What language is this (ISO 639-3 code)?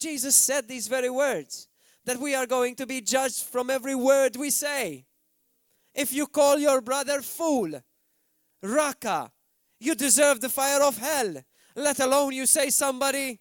eng